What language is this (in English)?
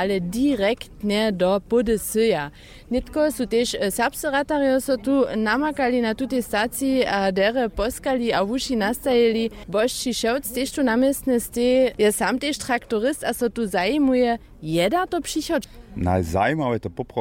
Upper Sorbian